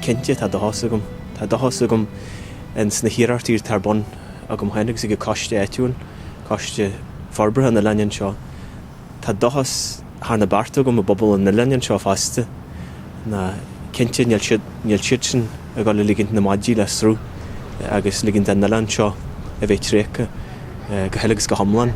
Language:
Irish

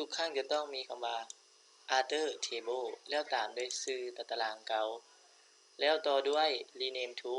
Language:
Lao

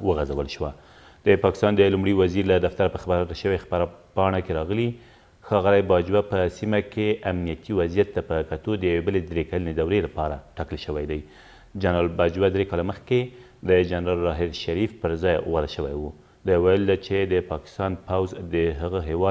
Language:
Pashto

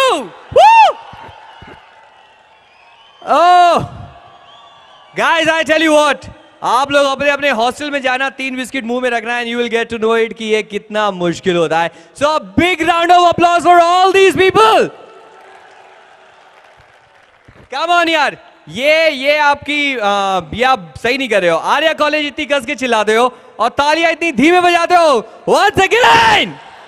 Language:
Hindi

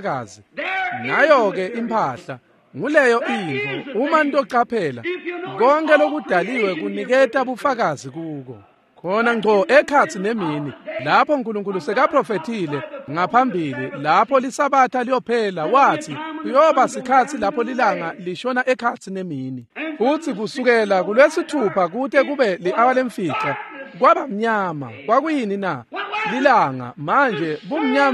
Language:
Swati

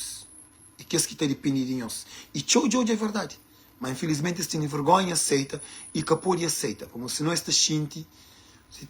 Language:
Kabuverdianu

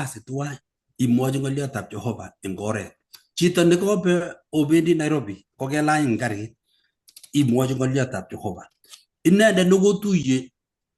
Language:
Kalenjin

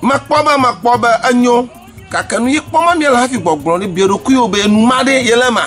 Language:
Ewe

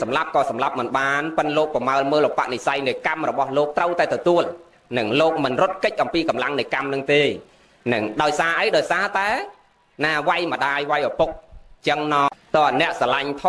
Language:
Khmer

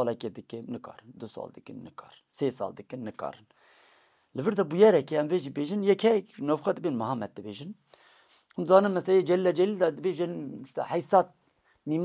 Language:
Kurdish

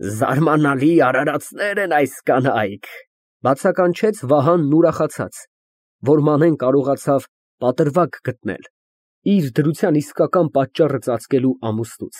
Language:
Armenian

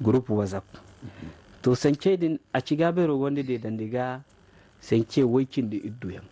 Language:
Zarma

